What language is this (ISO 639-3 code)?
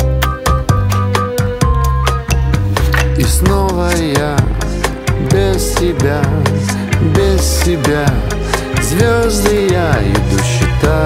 rus